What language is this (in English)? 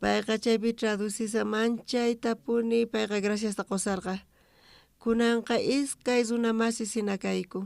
South Bolivian Quechua